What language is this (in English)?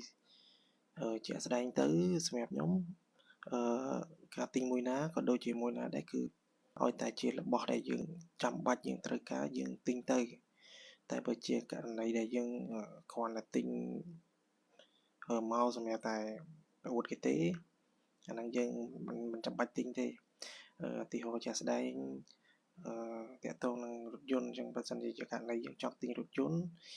Khmer